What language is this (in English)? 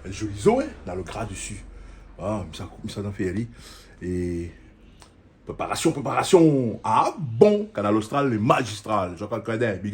Réunion Creole French